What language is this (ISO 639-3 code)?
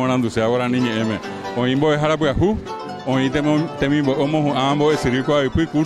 grn